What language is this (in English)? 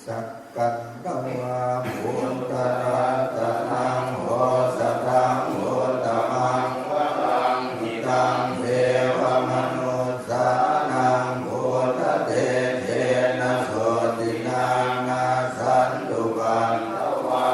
Pali